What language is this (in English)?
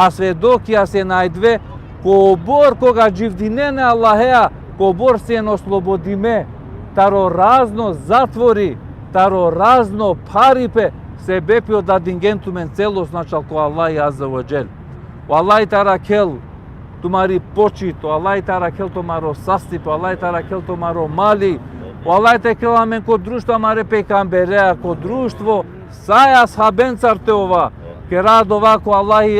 Balkan Romani